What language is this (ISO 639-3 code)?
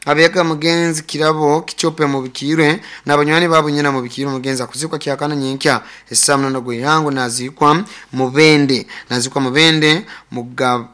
nyo